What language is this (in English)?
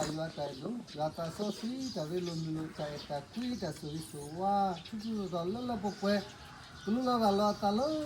S'gaw Karen